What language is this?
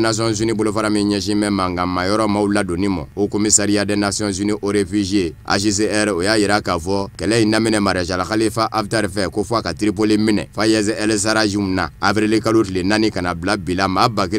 Bambara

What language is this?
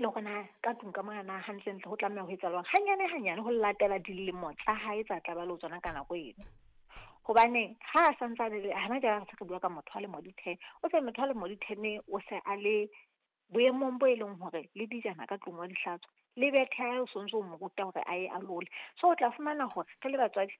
Southern Sotho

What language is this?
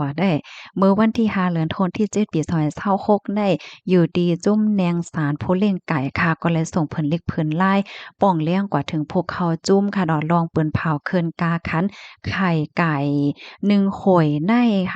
Shan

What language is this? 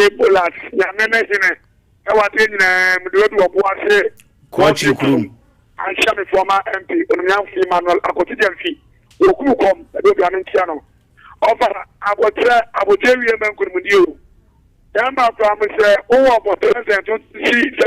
Akan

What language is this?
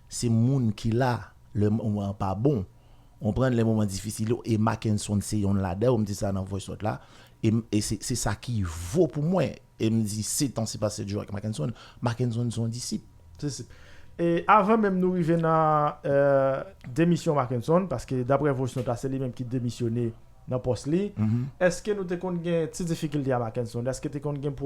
Haitian Creole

